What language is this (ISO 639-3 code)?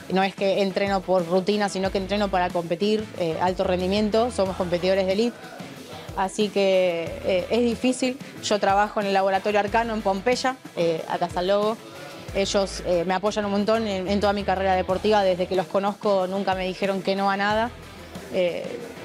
spa